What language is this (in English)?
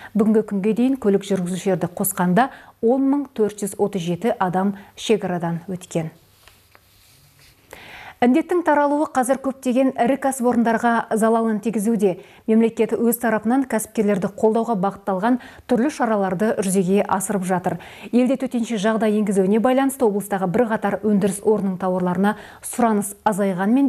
Kazakh